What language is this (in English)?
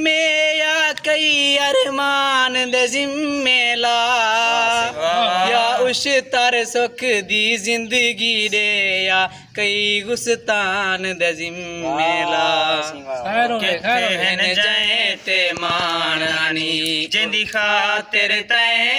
Saraiki